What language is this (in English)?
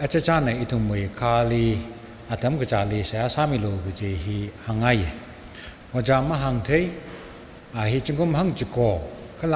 Tangkhul Naga (India)